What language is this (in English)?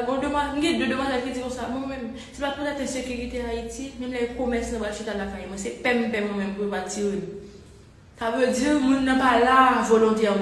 Haitian Creole